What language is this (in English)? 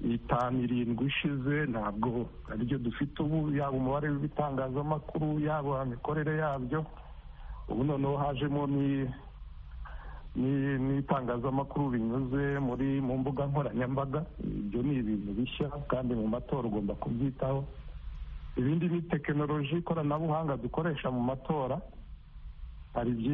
Kinyarwanda